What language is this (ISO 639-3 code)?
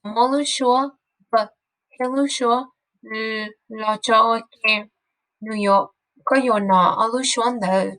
hmn